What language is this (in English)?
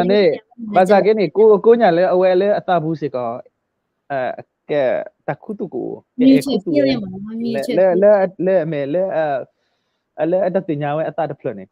S'gaw Karen